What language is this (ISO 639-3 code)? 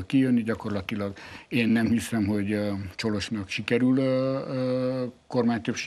hun